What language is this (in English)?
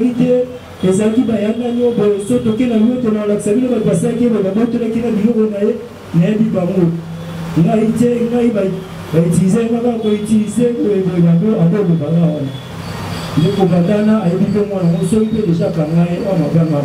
Lingala